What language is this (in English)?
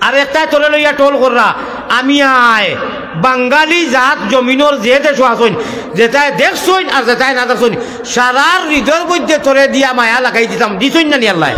Sylheti